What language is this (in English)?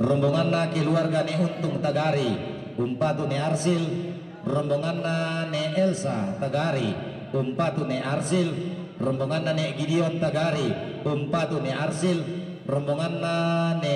Toraja-Sa'dan